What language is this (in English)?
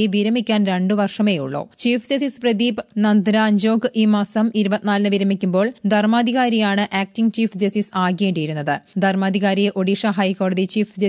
Malayalam